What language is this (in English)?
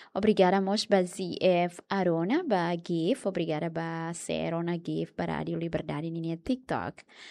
Tetum